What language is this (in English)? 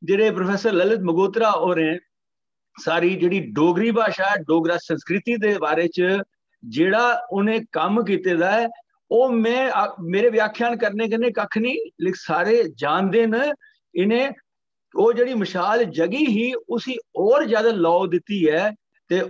Dogri